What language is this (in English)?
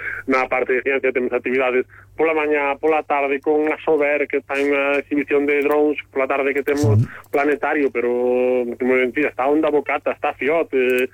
Galician